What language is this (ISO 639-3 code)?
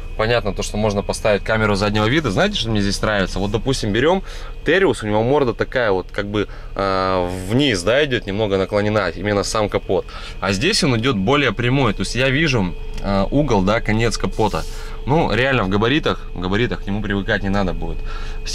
rus